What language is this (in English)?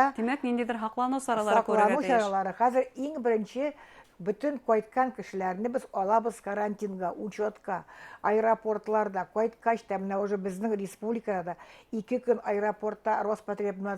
Bashkir